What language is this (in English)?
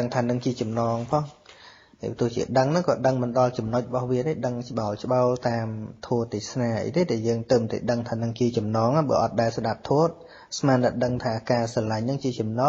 Khmer